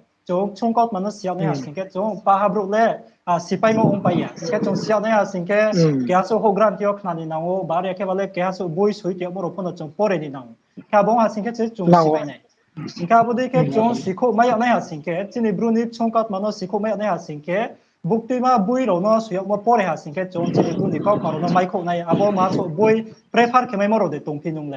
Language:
Riang (India)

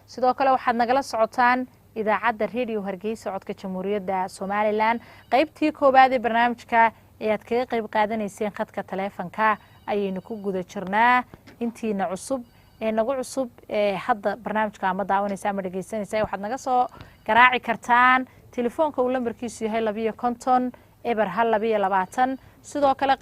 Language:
Somali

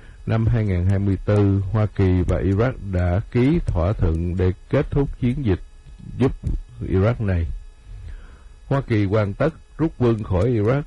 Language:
Vietnamese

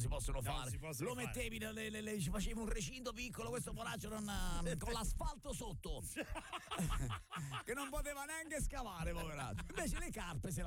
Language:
Italian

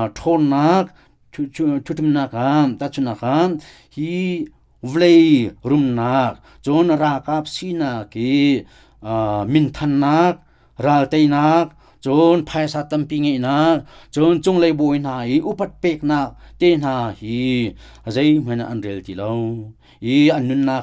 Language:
Hakha Chin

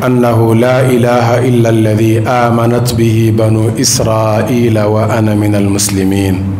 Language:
Bambara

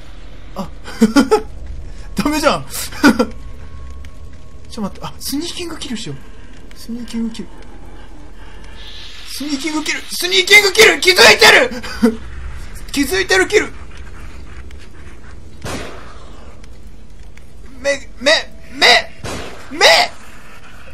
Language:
Japanese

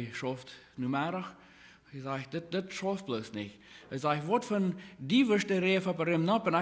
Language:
Plautdietsch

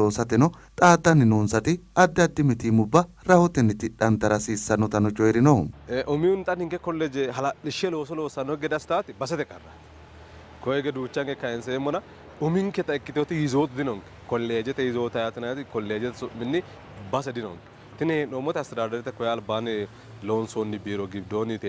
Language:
Sidamo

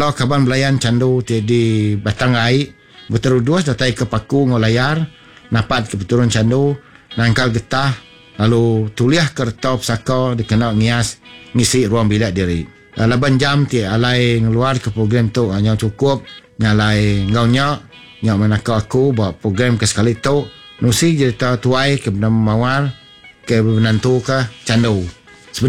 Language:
Iban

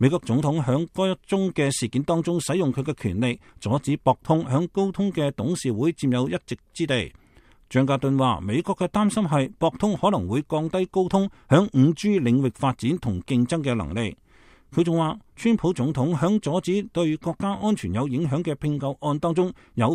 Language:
Cantonese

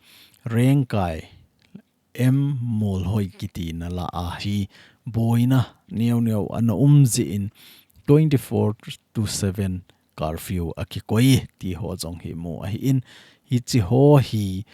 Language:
Thado Chin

